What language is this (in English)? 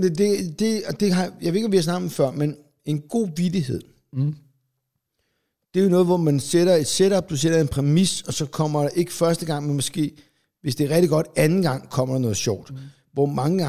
Danish